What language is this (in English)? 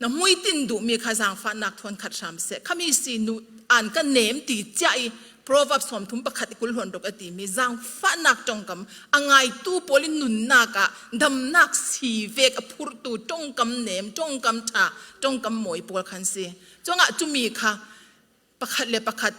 Falam Chin